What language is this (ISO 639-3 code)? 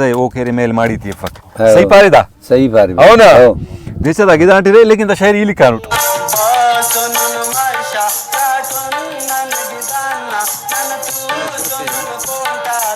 brh